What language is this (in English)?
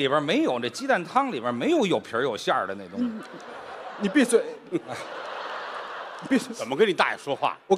Chinese